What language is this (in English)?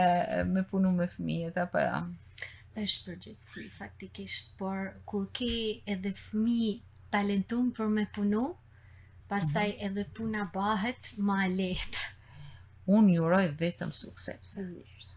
Albanian